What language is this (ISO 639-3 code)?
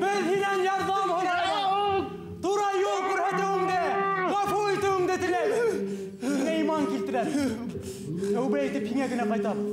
bak